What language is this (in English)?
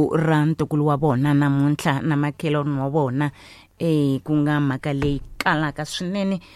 Tsonga